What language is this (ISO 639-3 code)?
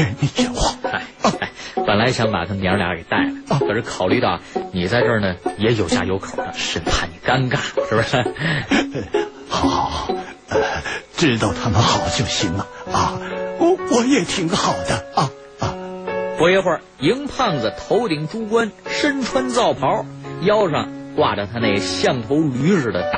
zho